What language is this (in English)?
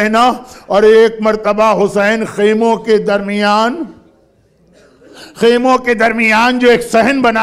Urdu